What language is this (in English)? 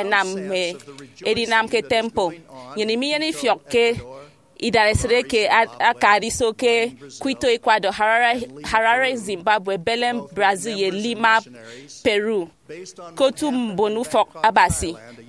Efik